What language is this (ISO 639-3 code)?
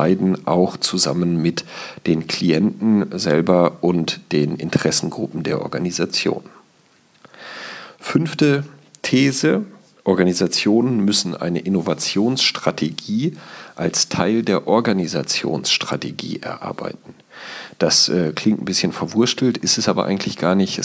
deu